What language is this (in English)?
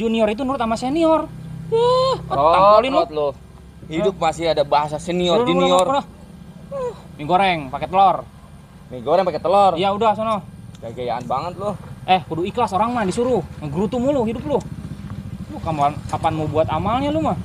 Betawi